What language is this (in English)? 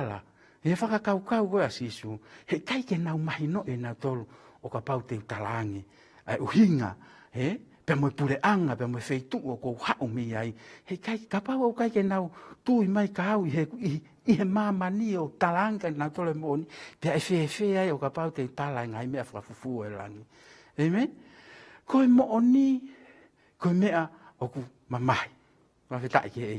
Tongan